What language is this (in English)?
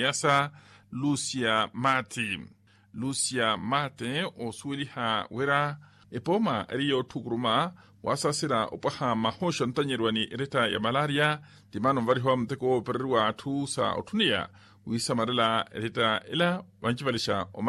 Makhuwa